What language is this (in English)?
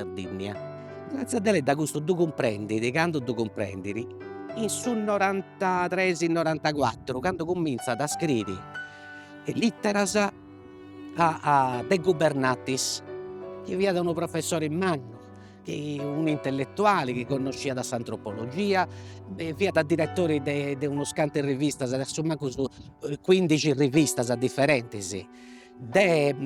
Sardinian